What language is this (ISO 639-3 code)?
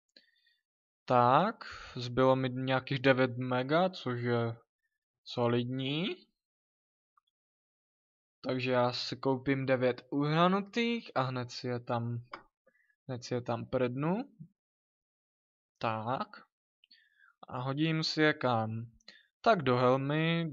ces